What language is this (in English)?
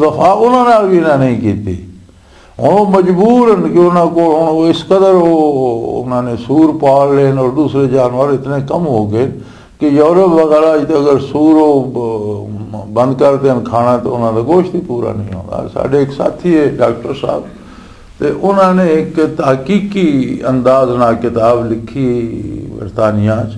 Western Panjabi